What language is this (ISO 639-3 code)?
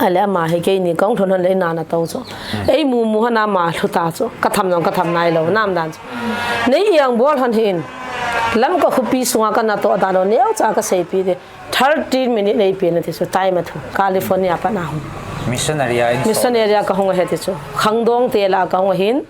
pck